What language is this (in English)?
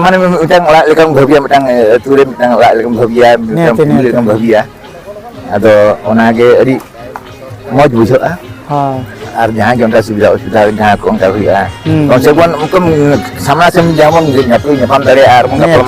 Santali